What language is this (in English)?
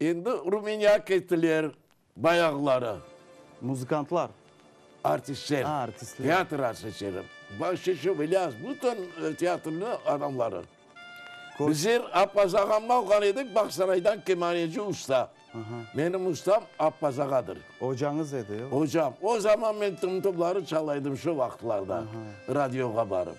Crimean Tatar